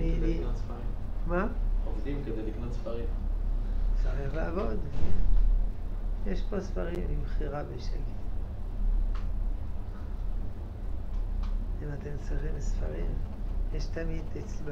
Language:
Hebrew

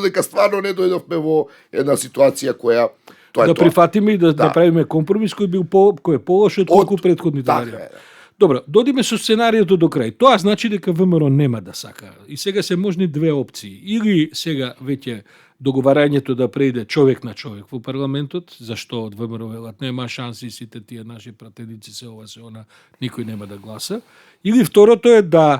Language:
Macedonian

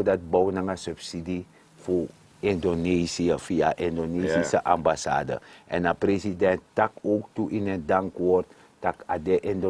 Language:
Sranan Tongo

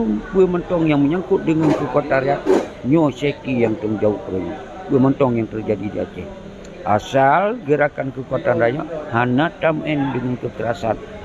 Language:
Achinese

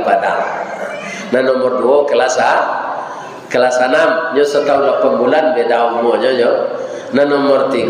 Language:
Minangkabau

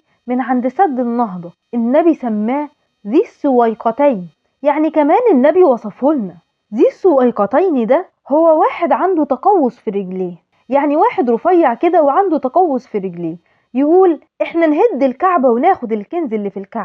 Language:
Egyptian Arabic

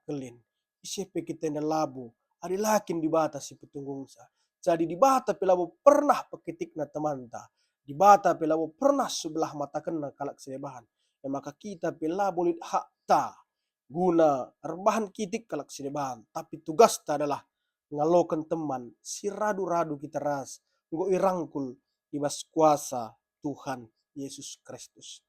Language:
Batak Karo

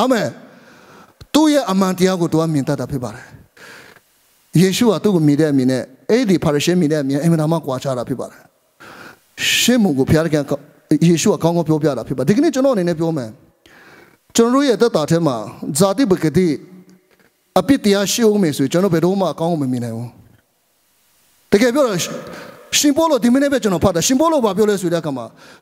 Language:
Burmese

